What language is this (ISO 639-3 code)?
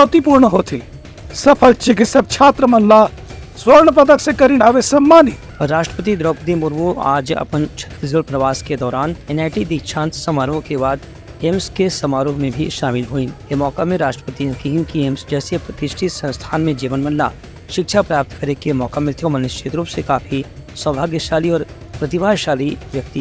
hne